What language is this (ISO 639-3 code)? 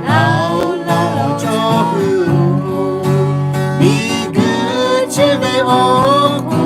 lhu